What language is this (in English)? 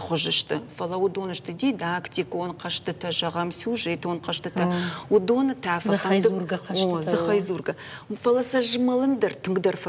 Ossetic